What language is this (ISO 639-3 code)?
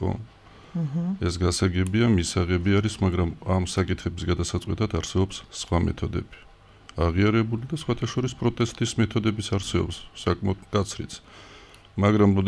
kat